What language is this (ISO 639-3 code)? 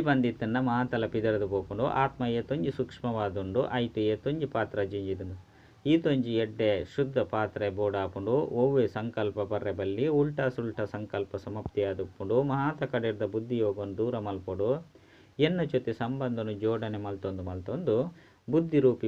tcy